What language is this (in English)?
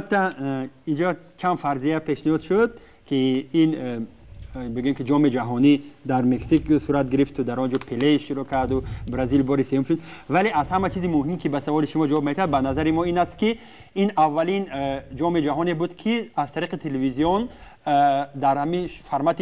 Tajik